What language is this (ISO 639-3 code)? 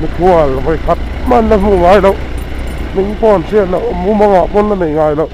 lus